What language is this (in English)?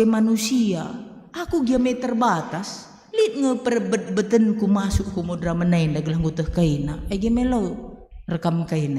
Batak Karo